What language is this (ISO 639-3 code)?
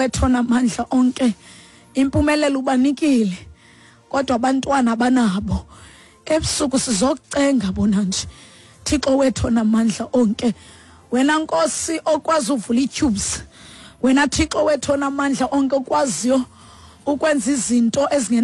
xho